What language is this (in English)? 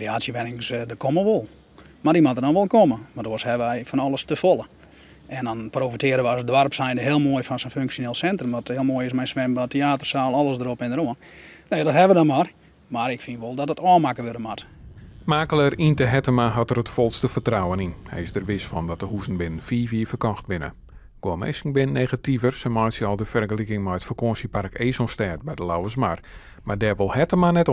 Western Frisian